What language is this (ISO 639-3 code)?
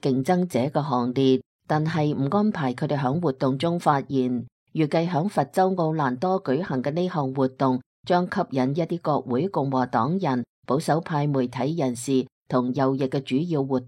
yue